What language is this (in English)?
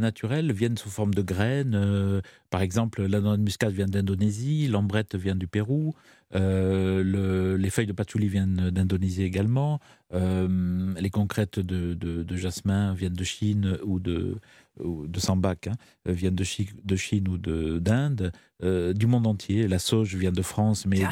French